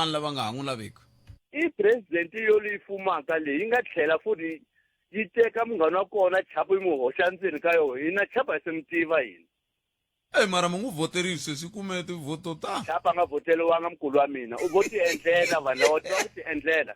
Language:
Tsonga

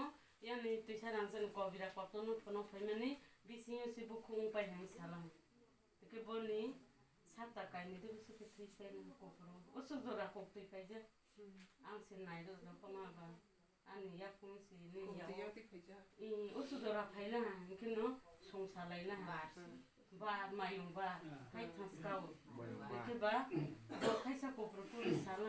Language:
Kok Borok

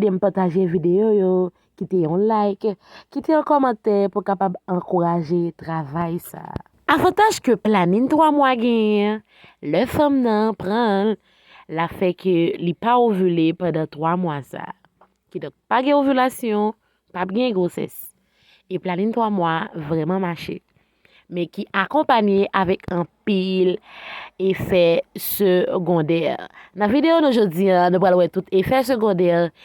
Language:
Haitian Creole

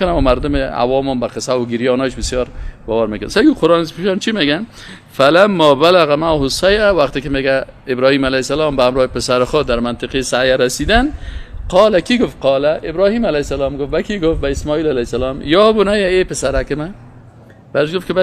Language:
Persian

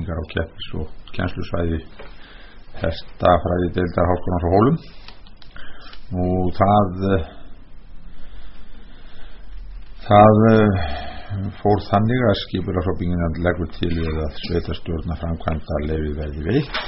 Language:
Icelandic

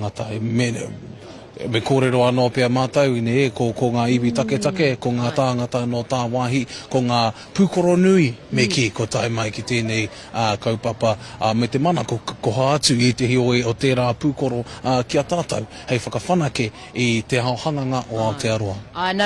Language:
Māori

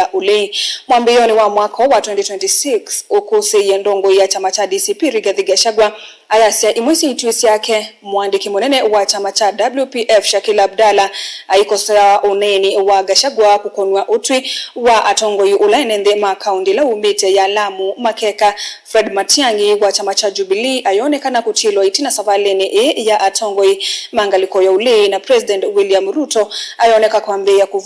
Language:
Kamba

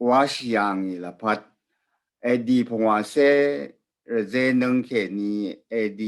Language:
Rawang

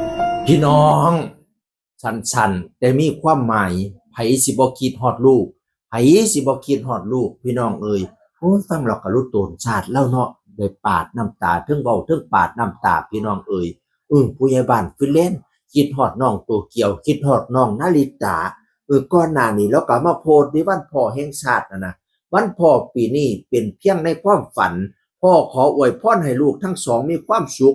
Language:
Northeastern Thai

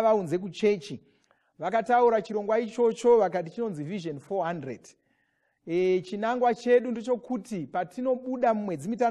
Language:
Shona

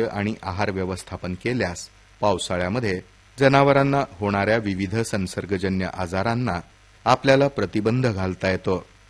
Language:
Marathi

